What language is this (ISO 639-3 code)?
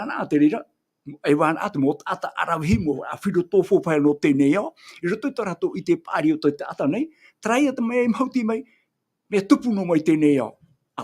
tah